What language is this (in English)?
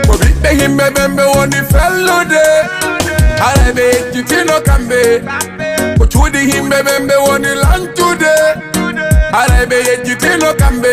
Fula